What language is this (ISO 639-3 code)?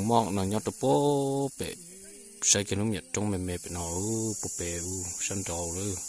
hmn